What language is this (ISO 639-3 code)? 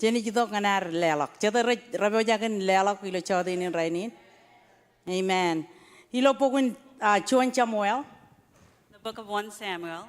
mah